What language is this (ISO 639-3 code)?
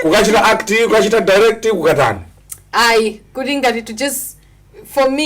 nya